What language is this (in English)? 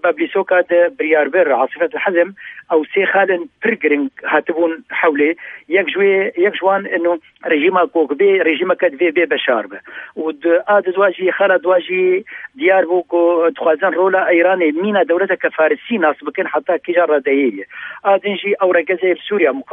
Kurdish